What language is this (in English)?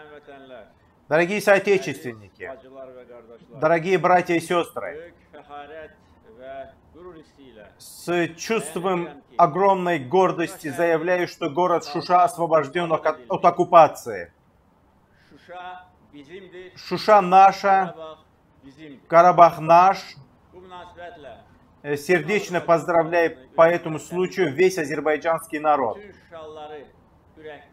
Russian